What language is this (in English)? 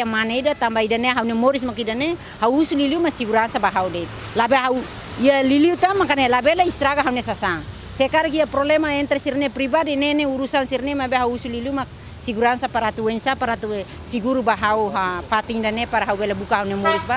Tetum